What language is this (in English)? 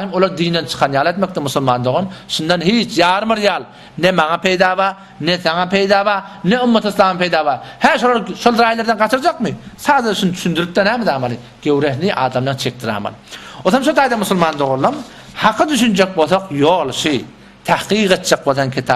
Turkmen